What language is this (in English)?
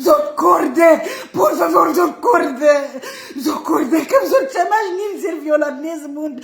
Kabuverdianu